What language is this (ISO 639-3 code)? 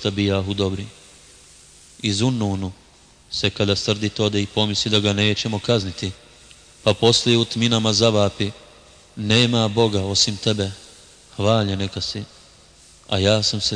bos